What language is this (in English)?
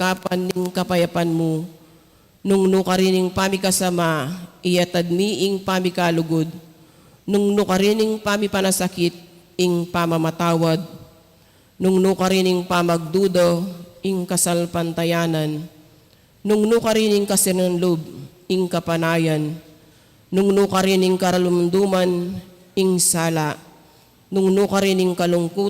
Pampanga